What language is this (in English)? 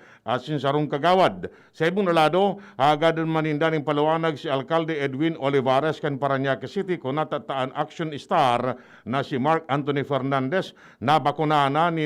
Bikol